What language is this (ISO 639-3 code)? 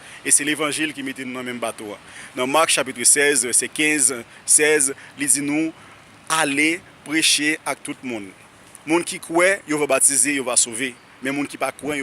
hat